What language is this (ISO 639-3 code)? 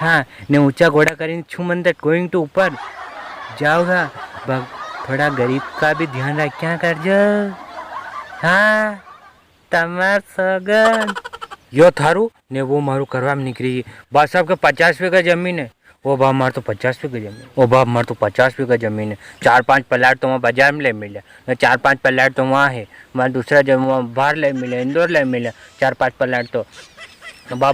raj